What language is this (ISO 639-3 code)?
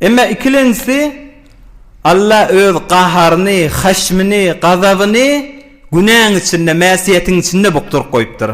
tuk